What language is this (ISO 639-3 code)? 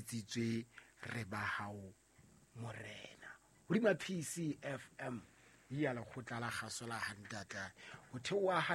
sot